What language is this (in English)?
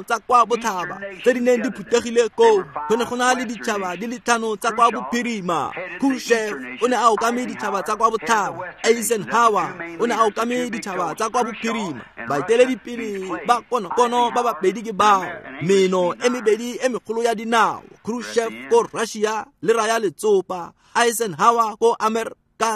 Tswana